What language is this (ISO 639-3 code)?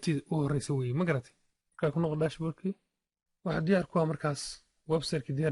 som